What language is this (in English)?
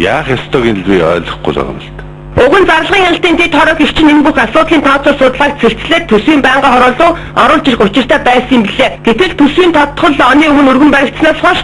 Mongolian